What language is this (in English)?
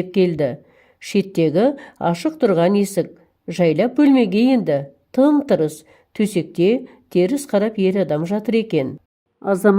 Kazakh